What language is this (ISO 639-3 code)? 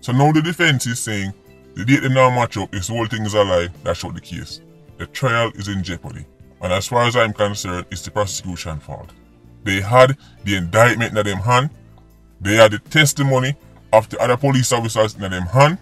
jam